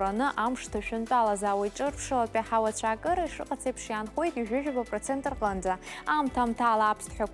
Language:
Abkhazian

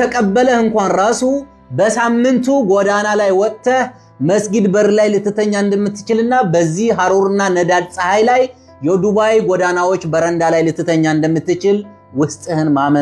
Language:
Amharic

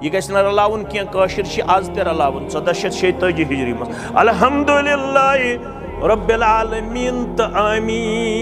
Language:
Kashmiri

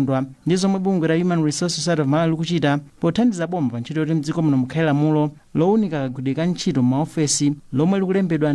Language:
Nyanja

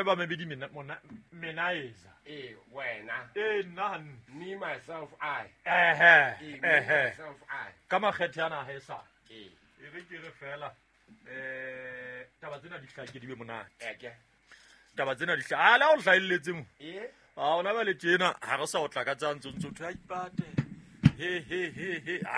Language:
Southern Sotho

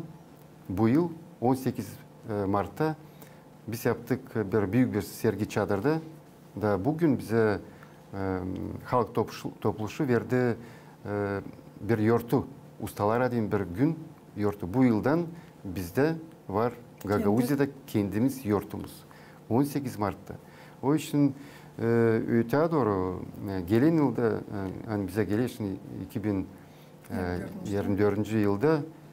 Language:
Gagauz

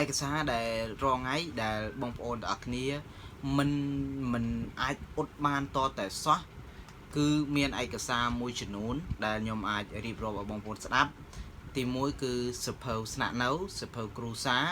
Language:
Khmer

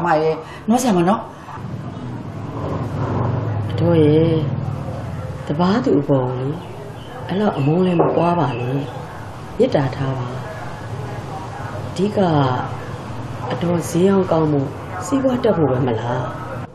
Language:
Burmese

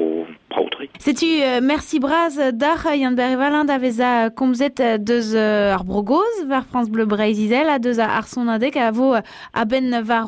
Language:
Breton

